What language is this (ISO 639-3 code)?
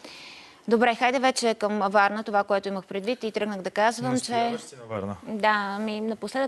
bul